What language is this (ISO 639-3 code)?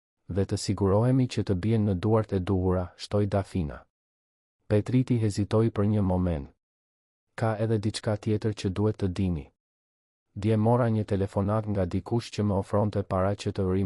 sqi